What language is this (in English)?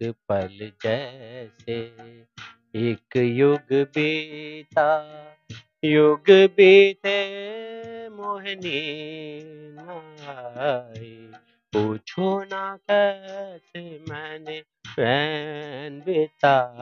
Urdu